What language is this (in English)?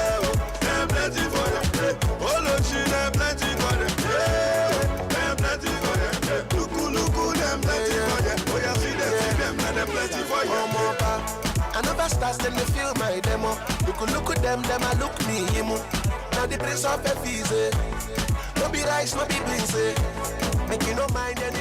Nigerian Pidgin